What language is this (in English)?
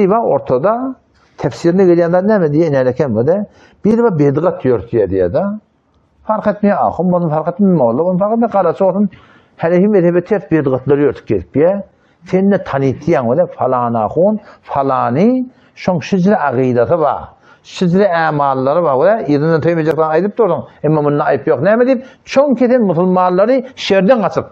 Turkmen